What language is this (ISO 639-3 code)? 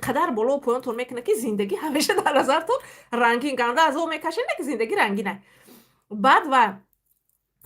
tgk